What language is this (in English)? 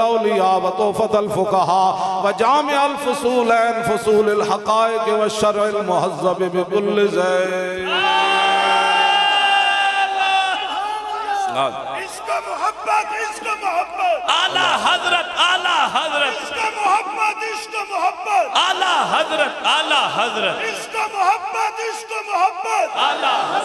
Urdu